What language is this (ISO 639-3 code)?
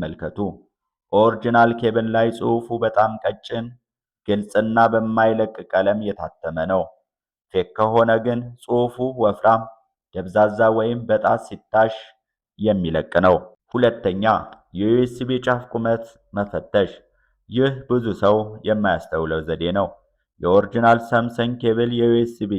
amh